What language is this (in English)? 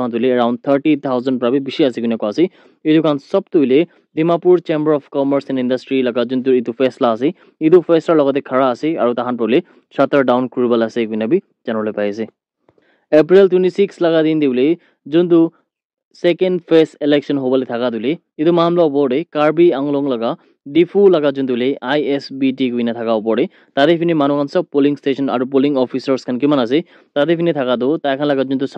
Naga Pidgin